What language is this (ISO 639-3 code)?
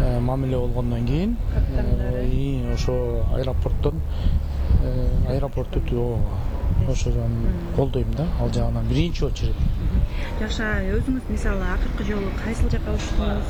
kir